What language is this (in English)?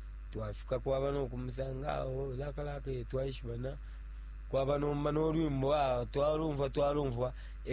Bemba